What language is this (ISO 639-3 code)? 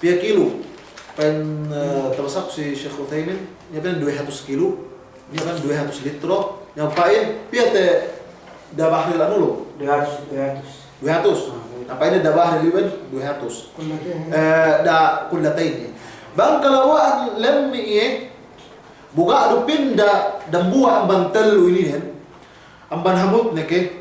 yka